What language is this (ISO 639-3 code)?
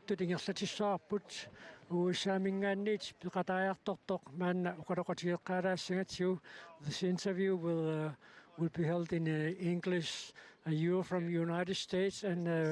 kal